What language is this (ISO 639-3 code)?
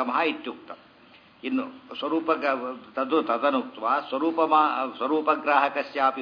kan